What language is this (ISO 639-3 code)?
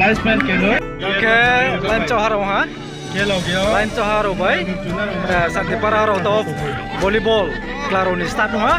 ria